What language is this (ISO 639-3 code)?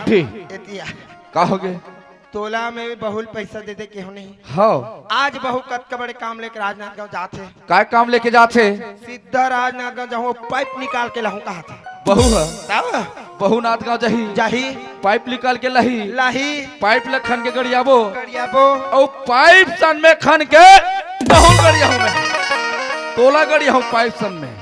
hne